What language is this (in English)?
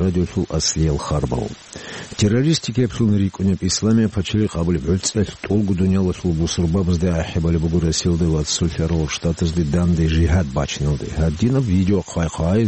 Avaric